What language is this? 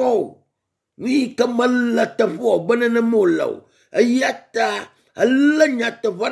Ewe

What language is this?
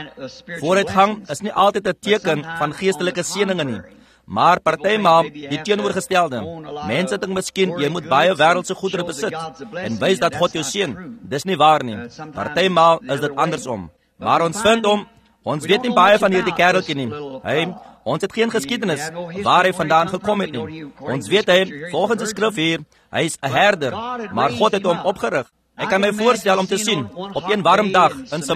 Afrikaans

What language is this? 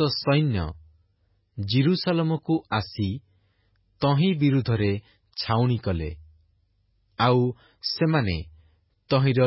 Odia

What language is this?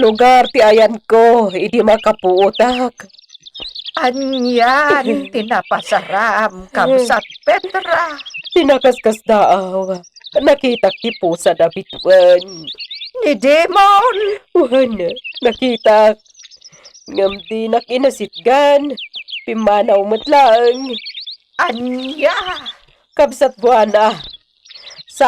Iloko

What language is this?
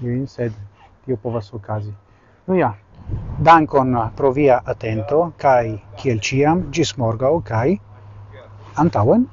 Esperanto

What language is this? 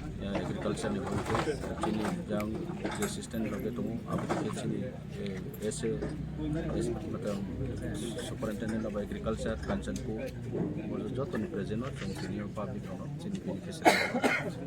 Riang (India)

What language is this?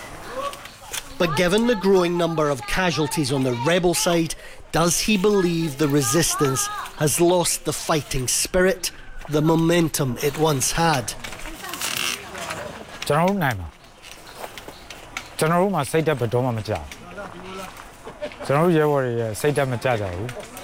Burmese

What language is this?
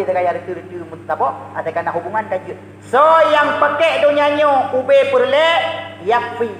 Achinese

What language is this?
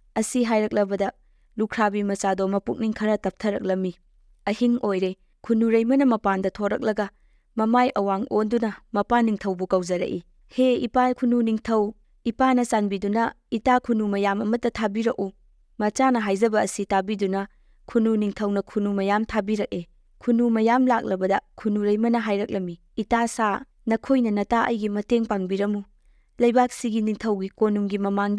Manipuri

